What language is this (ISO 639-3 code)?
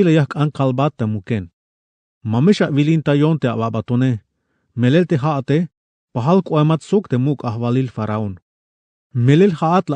tzh